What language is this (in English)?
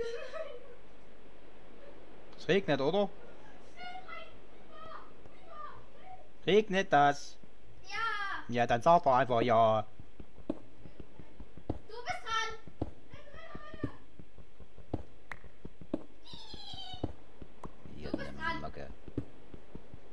German